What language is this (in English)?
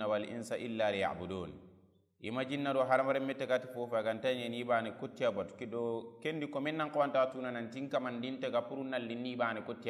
Soninke